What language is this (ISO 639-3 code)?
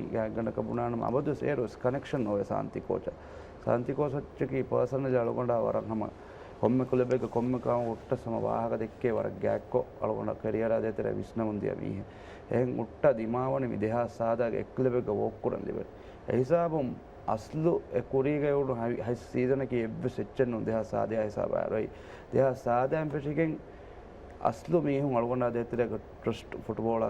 div